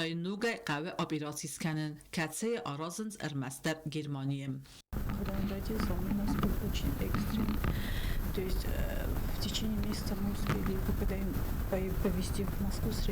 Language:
Ossetic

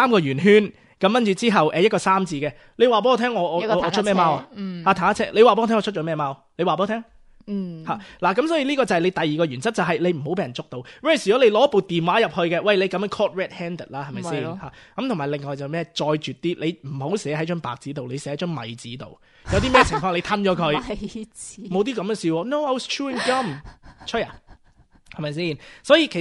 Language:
Cantonese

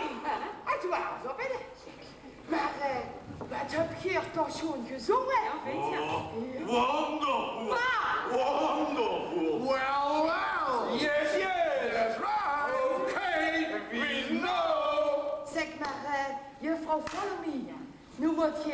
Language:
Limburgish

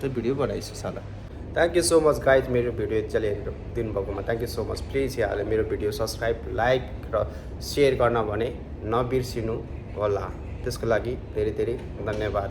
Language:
Nepali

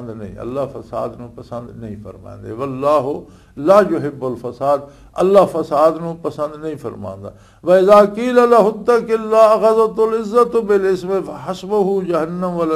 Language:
Western Panjabi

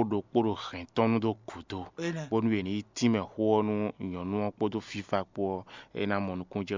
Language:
Fon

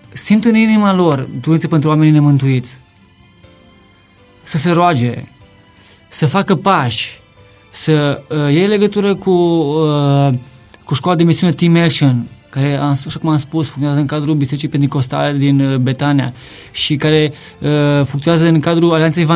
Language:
Romanian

